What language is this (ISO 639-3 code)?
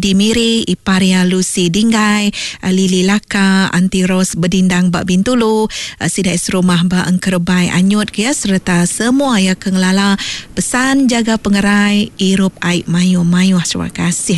iba